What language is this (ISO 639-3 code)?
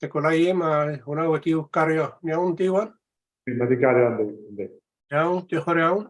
cym